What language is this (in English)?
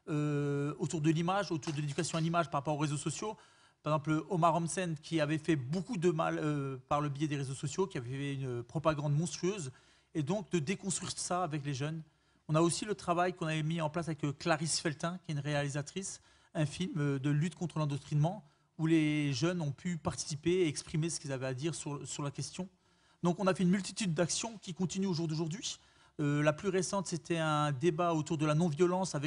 French